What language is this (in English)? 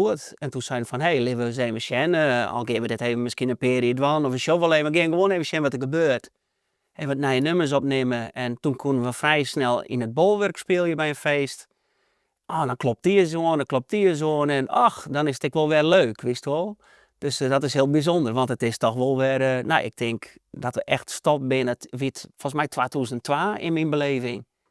Western Frisian